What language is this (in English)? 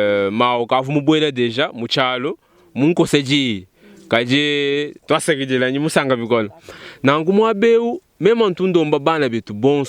Luba-Lulua